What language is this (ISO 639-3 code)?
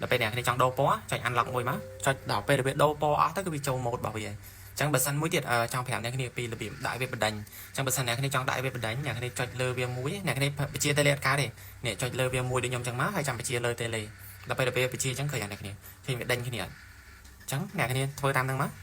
khm